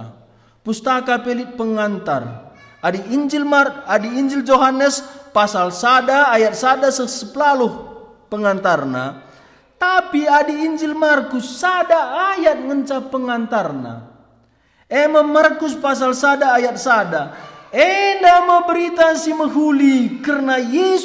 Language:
Batak Karo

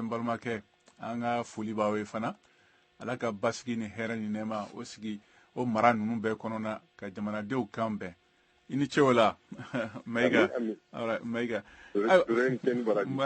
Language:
Bambara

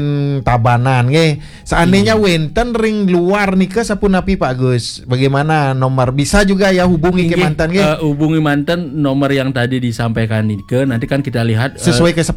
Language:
Balinese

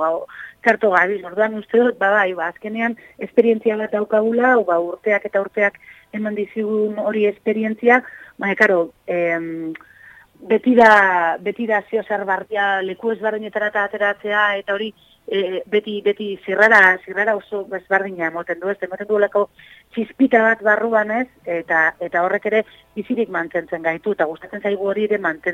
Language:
Basque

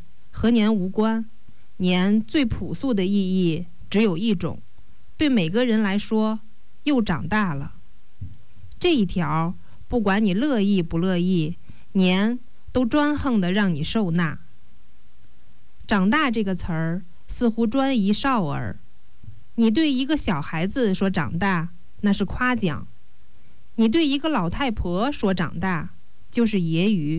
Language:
Chinese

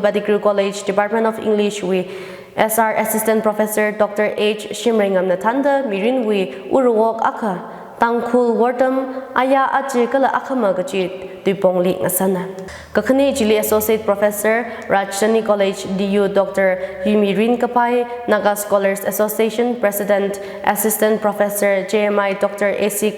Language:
Tangkhul Naga (India)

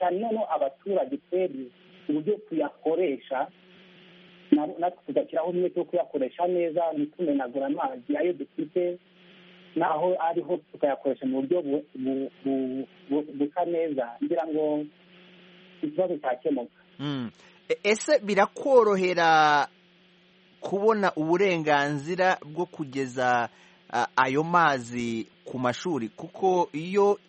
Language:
Kinyarwanda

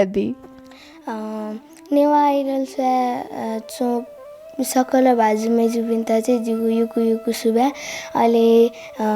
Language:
Newari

